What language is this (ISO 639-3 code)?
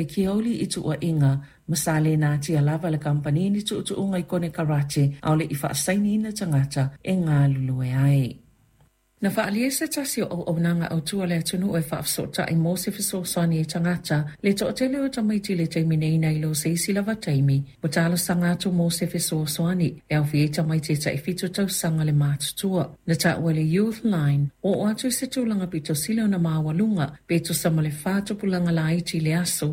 smo